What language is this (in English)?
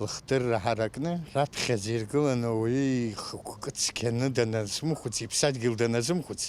Abkhazian